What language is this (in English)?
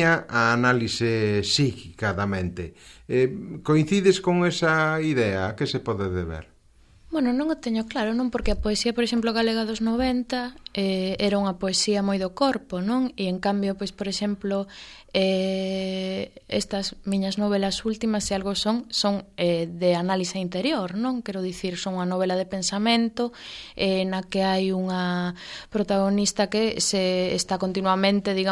Galician